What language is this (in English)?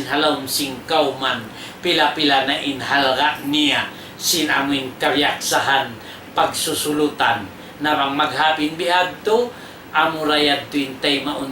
Tausug